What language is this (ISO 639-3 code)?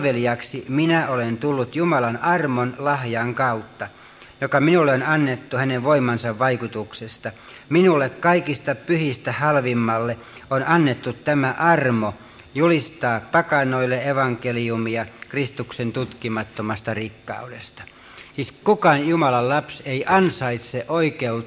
fin